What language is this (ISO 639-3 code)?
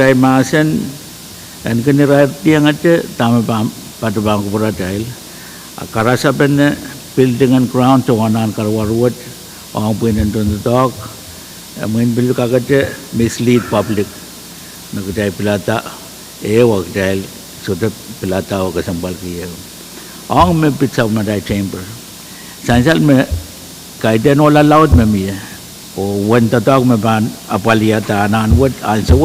pon